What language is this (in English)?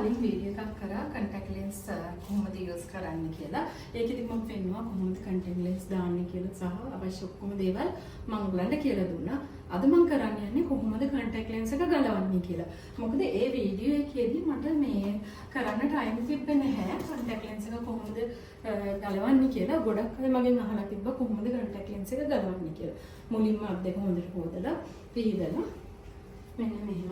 Sinhala